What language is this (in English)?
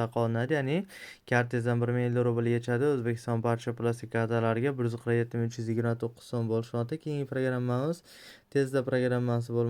Uzbek